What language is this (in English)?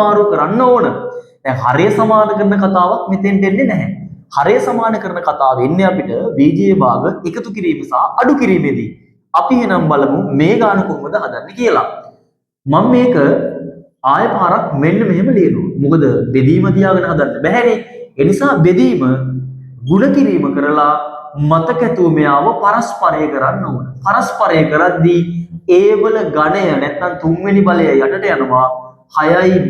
Sinhala